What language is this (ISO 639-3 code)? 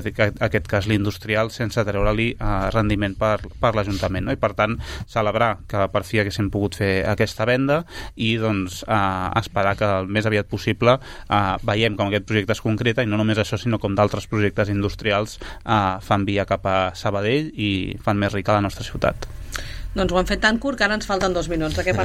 cat